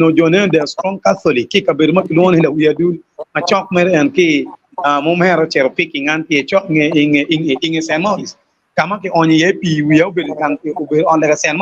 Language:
Acoli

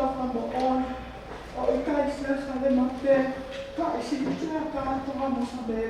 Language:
Tongan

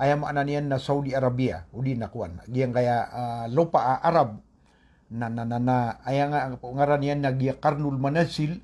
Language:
Maranao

